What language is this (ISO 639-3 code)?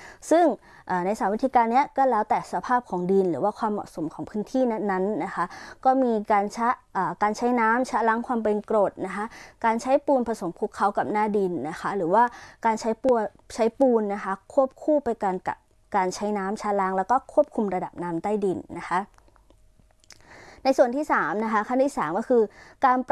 tha